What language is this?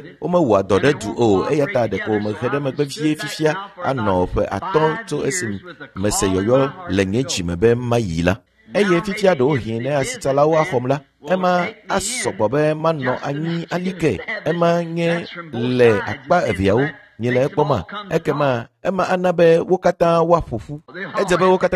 Ewe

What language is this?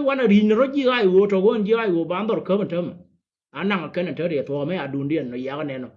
Nuer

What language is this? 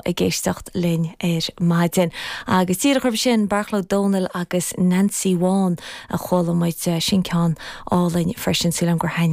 Irish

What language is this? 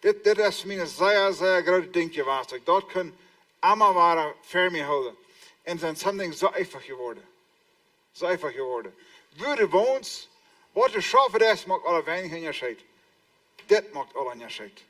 Plautdietsch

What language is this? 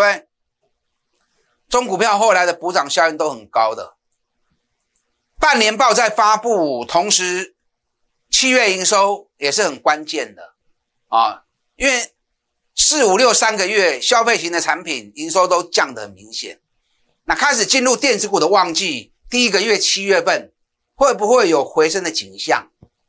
Chinese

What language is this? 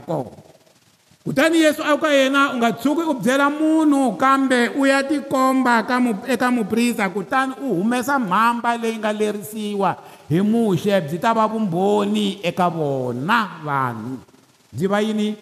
Tsonga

